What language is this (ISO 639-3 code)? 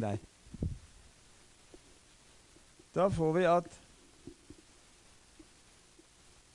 nor